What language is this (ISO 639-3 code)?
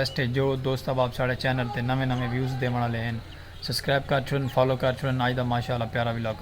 skr